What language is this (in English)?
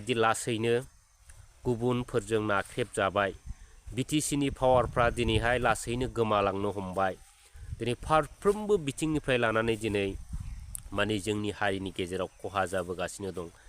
Bodo